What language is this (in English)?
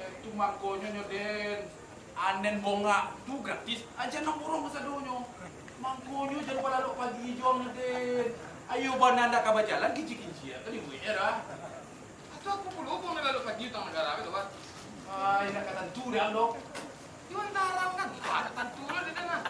Minangkabau